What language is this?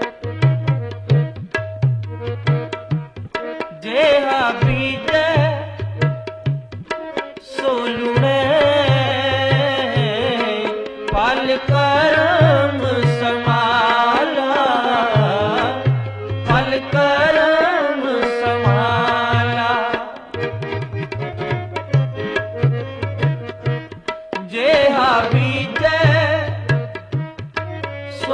Punjabi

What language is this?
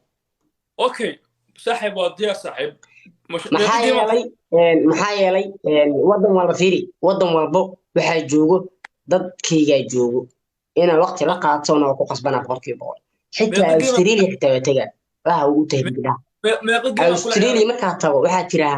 Somali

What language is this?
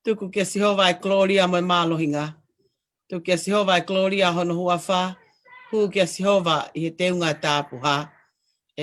Tongan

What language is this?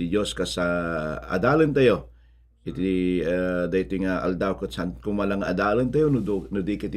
Iloko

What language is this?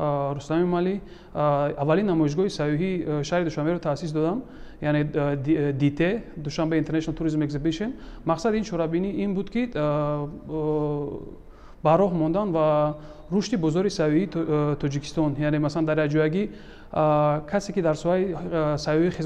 Tajik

